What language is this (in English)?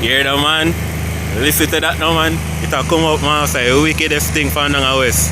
Jamaican Creole English